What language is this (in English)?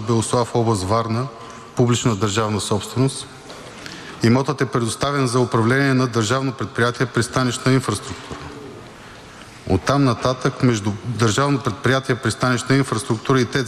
Bulgarian